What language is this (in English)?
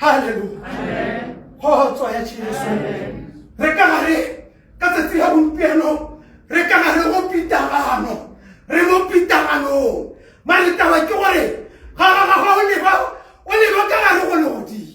Tswana